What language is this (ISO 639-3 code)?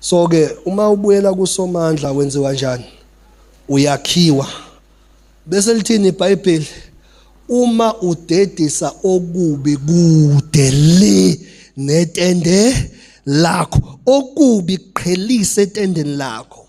zul